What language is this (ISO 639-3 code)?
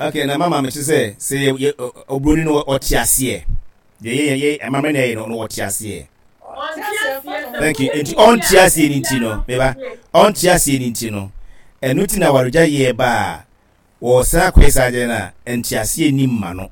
aka